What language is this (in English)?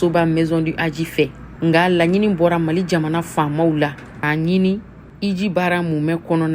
Bambara